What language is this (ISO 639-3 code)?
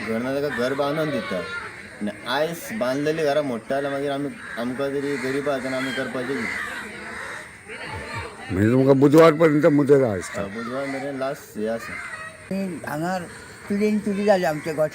kok